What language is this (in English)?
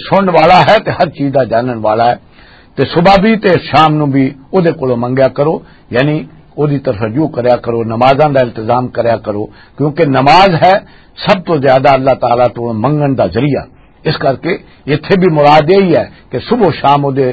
Western Panjabi